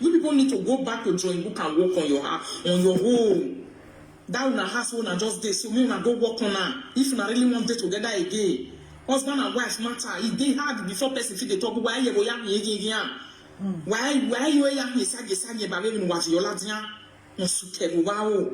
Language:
Nigerian Pidgin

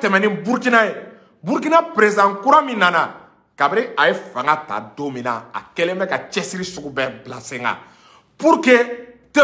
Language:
Bambara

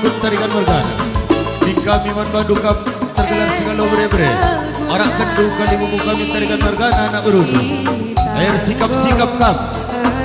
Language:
Batak Karo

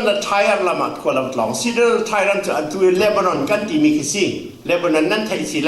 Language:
Falam Chin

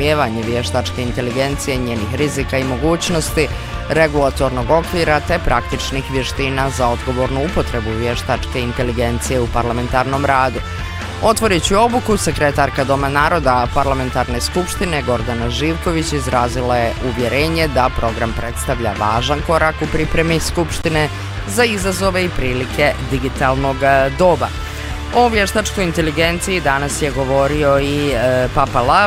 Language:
Bosnian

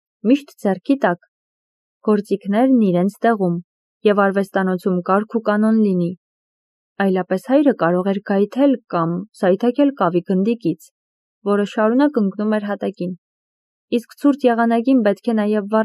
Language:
Armenian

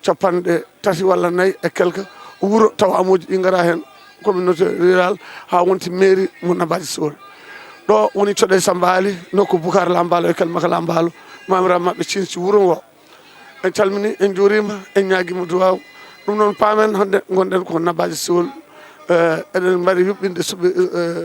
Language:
Fula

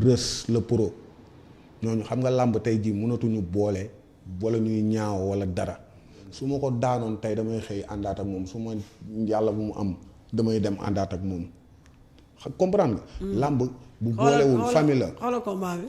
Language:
Wolof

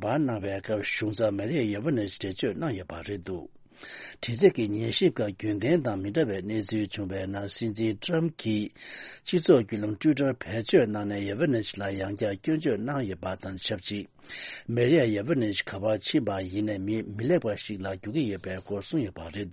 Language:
Tibetan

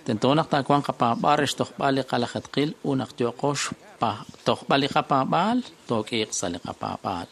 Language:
Kekchí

